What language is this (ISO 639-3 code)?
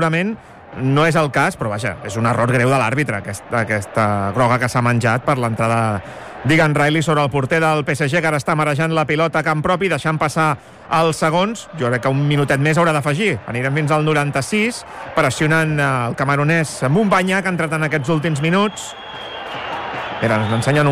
cat